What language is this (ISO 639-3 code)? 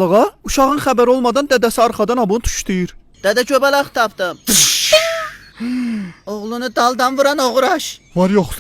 aze